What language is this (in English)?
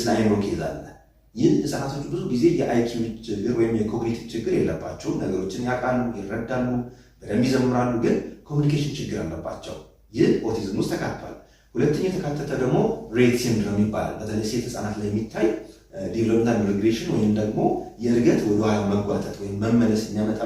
Amharic